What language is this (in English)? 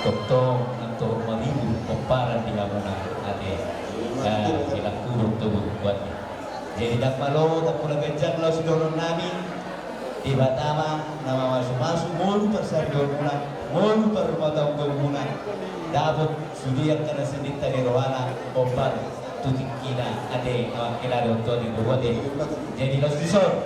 Batak Toba